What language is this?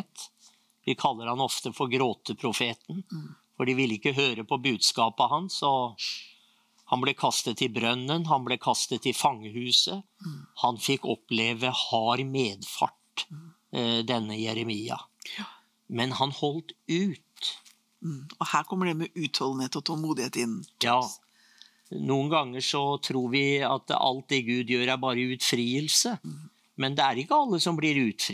Norwegian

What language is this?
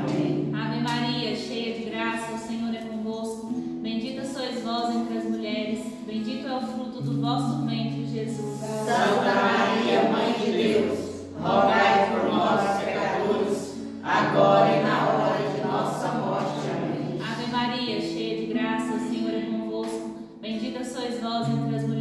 Portuguese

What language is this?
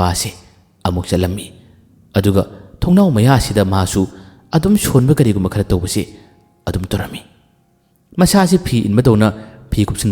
Manipuri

